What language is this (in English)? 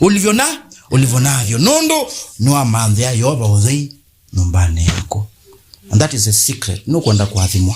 Kamba